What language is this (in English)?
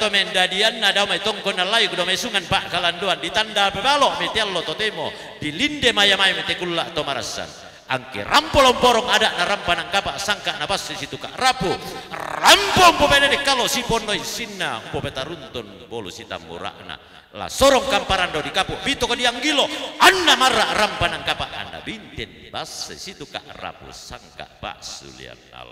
Toraja-Sa'dan